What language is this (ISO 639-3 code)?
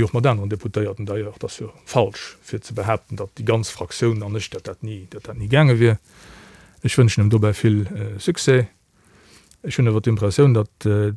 ltz